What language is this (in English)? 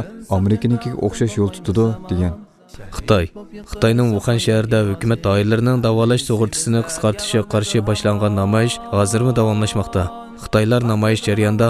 Uyghur